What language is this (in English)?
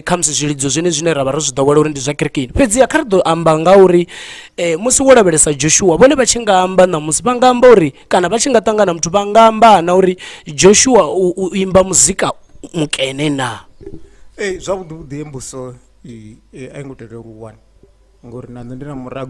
Venda